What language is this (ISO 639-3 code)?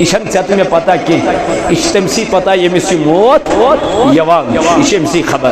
kas